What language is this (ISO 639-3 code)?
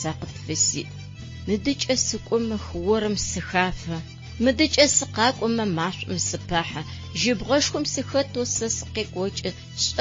ady